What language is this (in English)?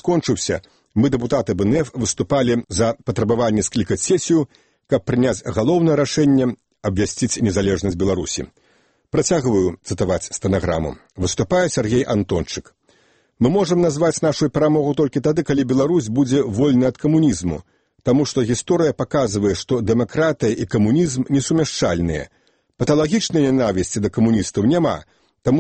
Belarusian